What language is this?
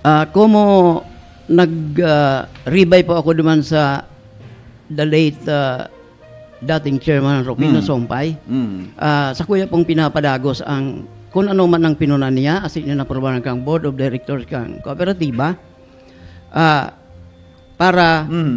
Bikol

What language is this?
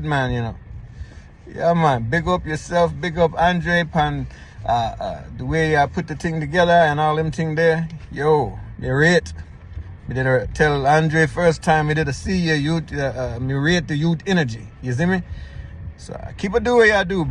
Jamaican Creole English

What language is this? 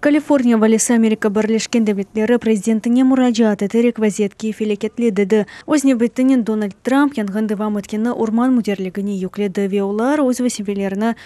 Crimean Tatar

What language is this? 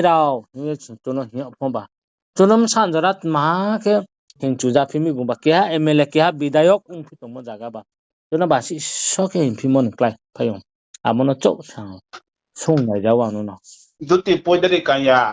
Riang (India)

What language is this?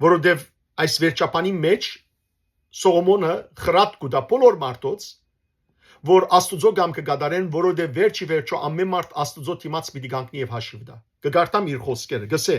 Western Armenian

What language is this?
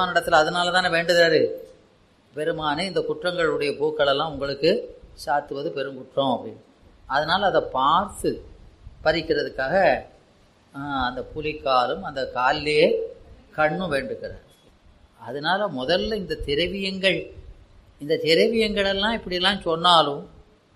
Tamil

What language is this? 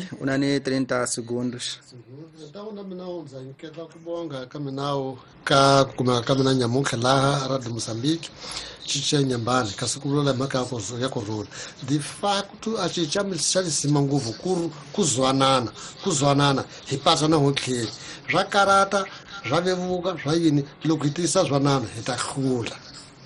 Tsonga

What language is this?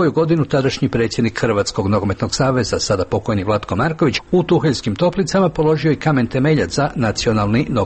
Croatian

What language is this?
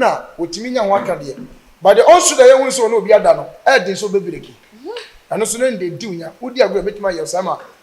Akan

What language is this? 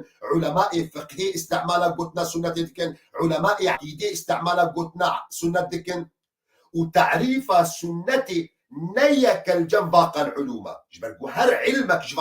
Kurdish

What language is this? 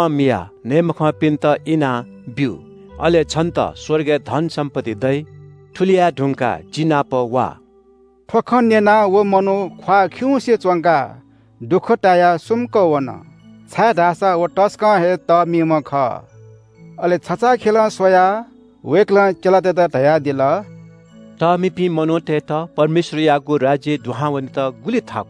Newari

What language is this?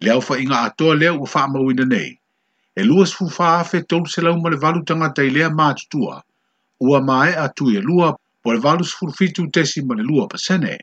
Samoan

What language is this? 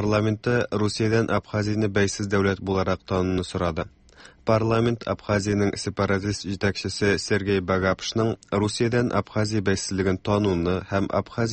Tatar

